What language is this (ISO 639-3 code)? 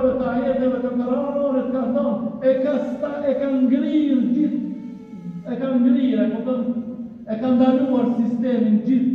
sqi